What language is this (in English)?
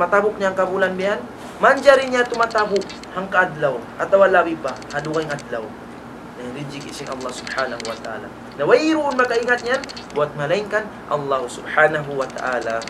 Tausug